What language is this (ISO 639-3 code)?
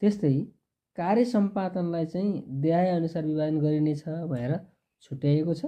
nep